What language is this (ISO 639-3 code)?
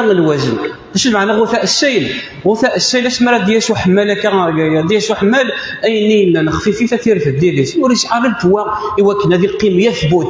kab